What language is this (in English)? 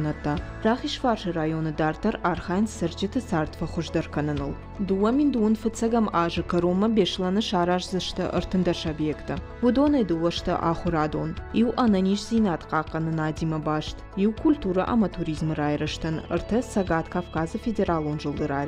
Ossetic